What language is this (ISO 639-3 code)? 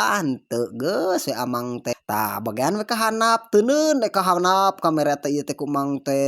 sun